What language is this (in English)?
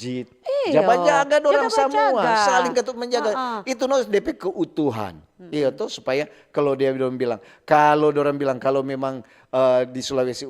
Manado Malay